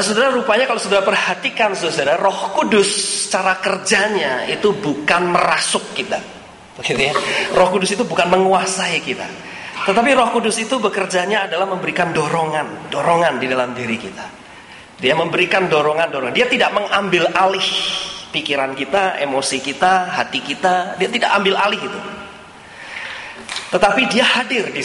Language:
Indonesian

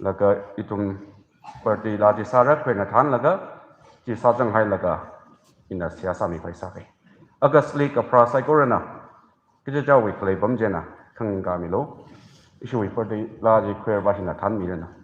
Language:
Tangkhul Naga (India)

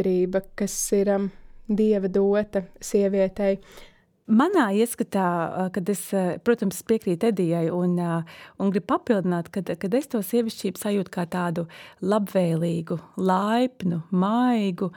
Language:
Latvian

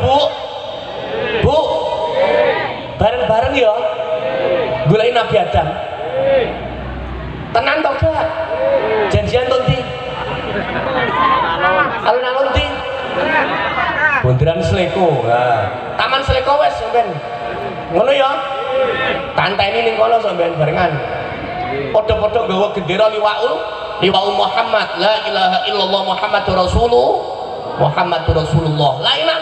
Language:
Javanese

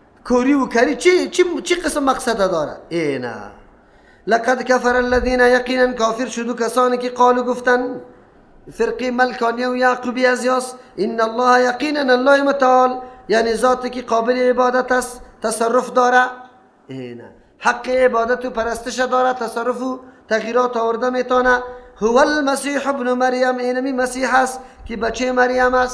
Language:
Persian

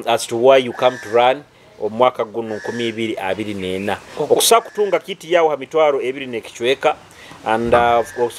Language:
Nyoro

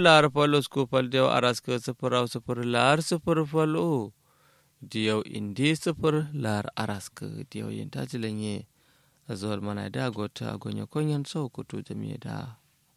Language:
Kanuri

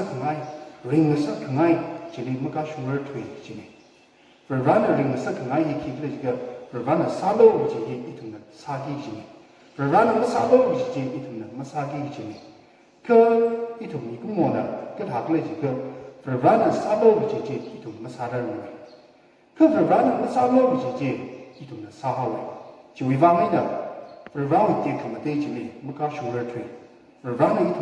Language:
Tangkhul Naga (India)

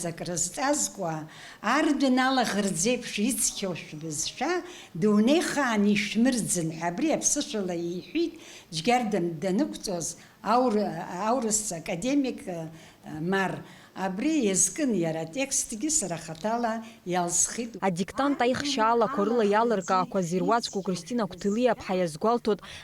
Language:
Abkhazian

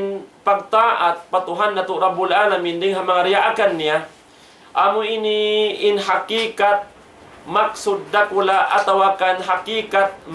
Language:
Tausug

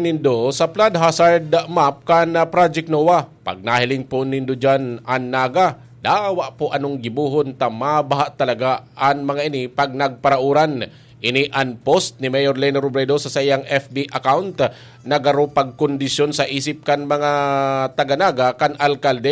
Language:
Bikol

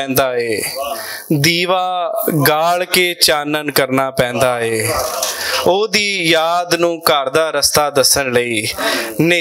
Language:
Western Panjabi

